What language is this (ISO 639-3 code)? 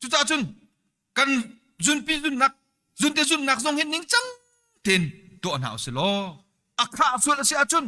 cnh